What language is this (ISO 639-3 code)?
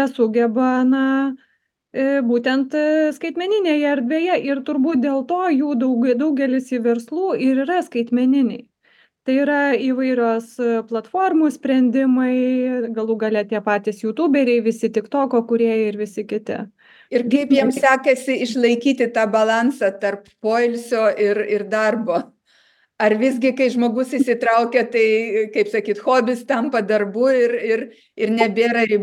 lit